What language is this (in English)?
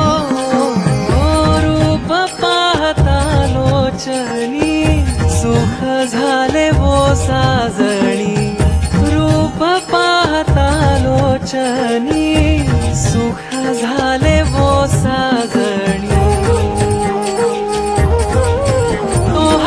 Marathi